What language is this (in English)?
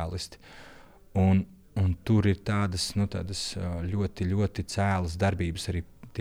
Latvian